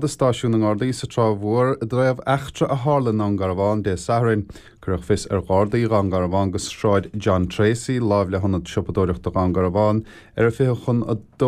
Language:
Irish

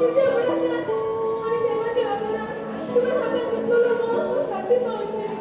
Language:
Konkani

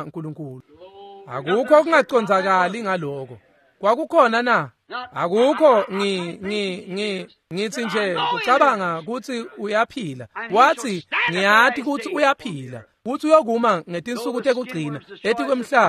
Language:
Swati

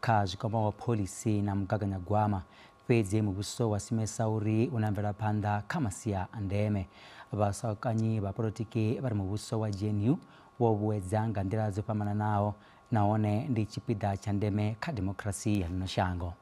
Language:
Venda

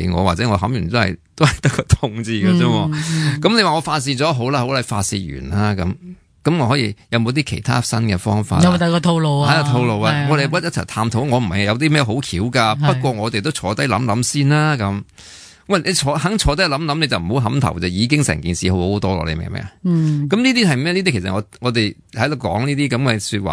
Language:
Cantonese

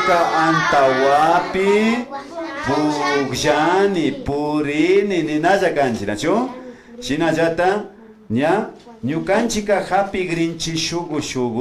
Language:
Imbabura Highland Quichua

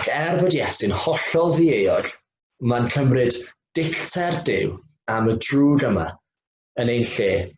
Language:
Welsh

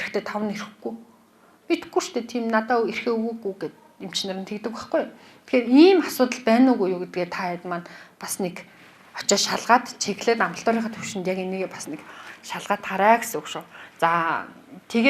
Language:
Mongolian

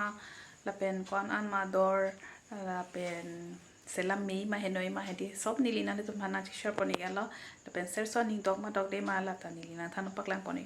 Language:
Karbi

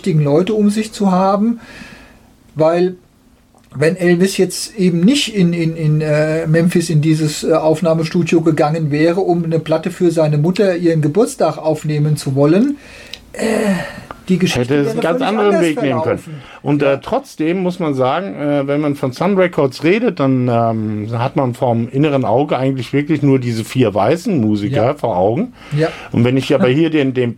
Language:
German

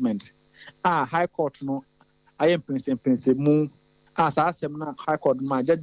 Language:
Akan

